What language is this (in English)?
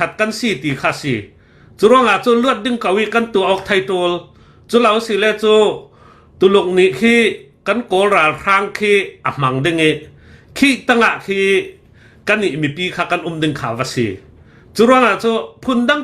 Hakha Chin